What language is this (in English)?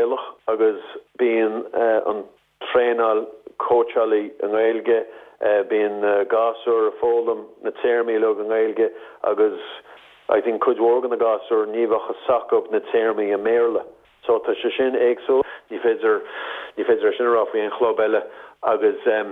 Irish